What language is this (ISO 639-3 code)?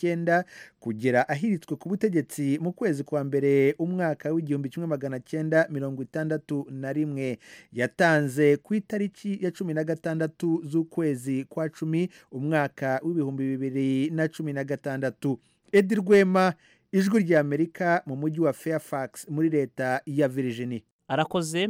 kin